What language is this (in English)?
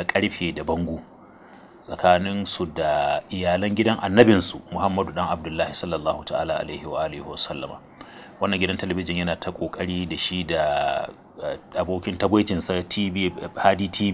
Hausa